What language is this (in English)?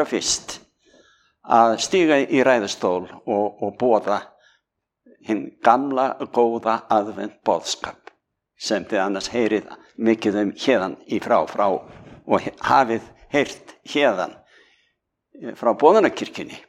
Icelandic